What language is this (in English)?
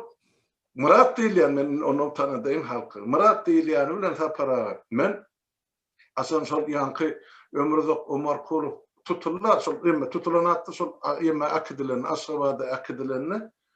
Turkmen